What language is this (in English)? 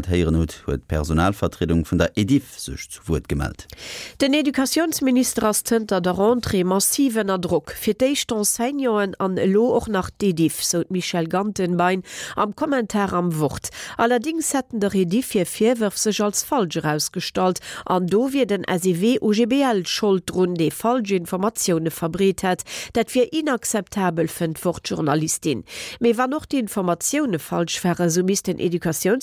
Luxembourgish